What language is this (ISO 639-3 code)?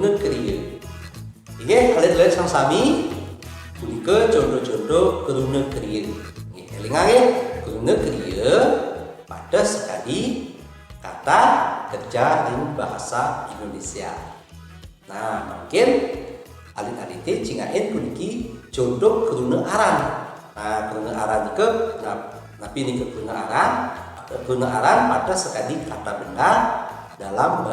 ban